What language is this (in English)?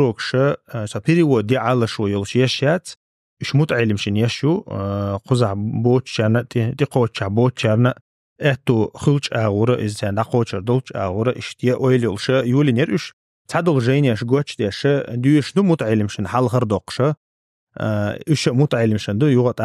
Chechen